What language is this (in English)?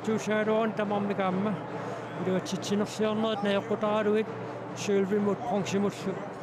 Kalaallisut